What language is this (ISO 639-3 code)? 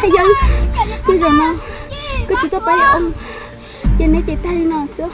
hmn